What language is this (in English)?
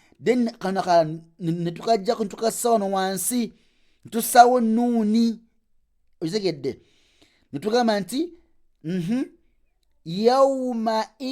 Ganda